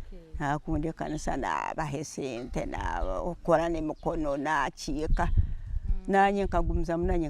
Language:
Nyankole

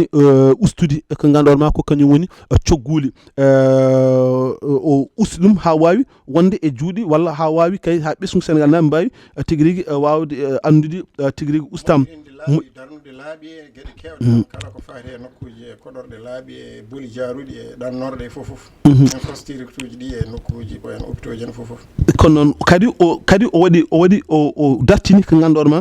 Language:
Fula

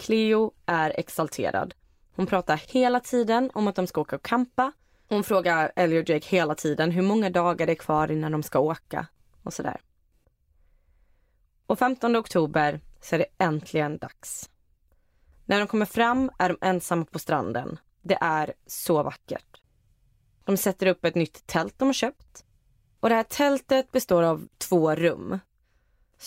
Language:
Swedish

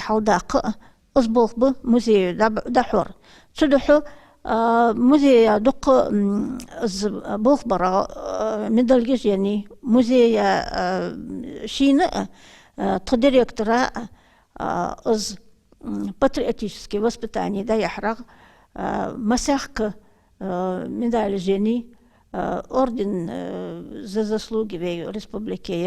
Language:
Ingush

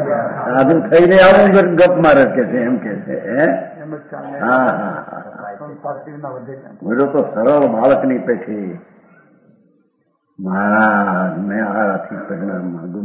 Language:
Gujarati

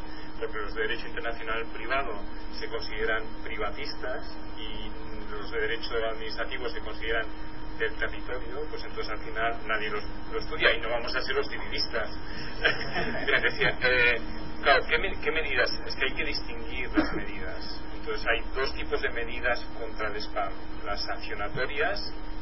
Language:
Spanish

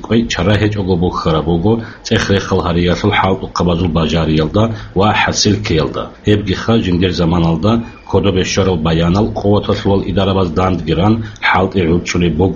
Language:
Avaric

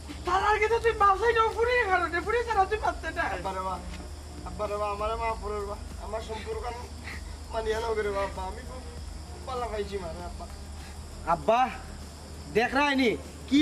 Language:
Sylheti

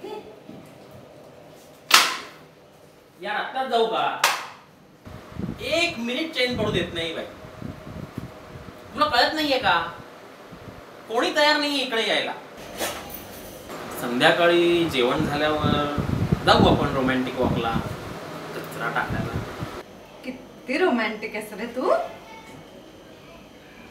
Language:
Marathi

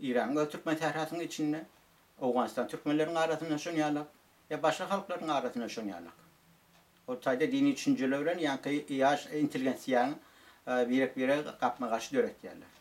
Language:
Turkmen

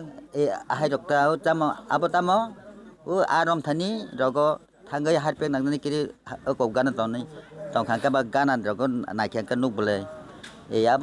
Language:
Kok Borok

